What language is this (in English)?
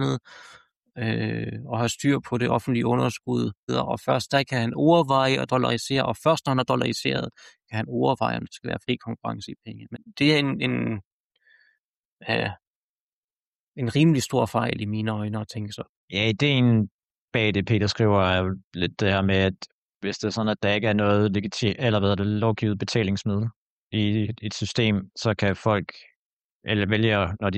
Danish